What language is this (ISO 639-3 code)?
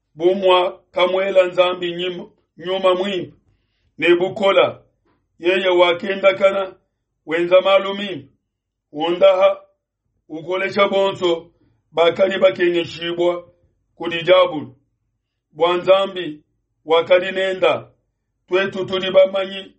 lua